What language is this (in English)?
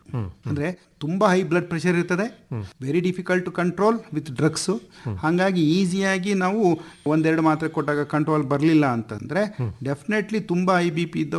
Kannada